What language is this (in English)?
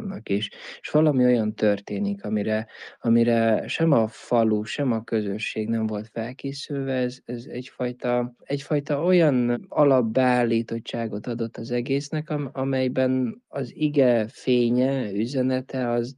Hungarian